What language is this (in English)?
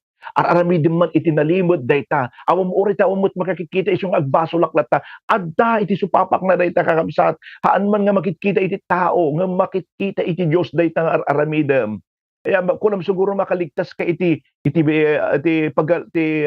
Iloko